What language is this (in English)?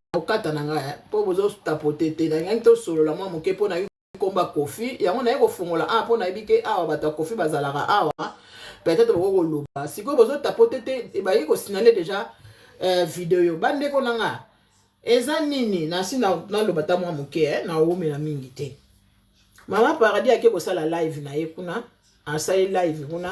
Lingala